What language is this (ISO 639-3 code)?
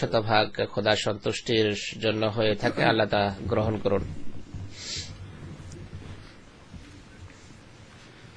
ben